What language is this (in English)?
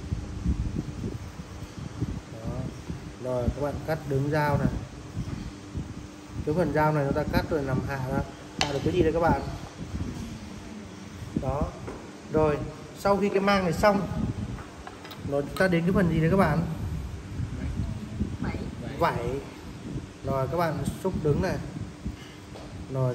Vietnamese